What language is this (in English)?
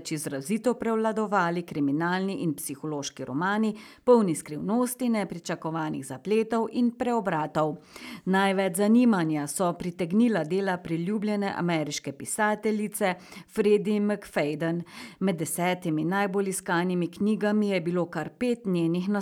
Slovenian